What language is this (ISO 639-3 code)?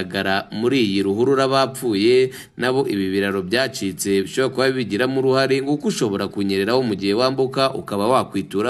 kin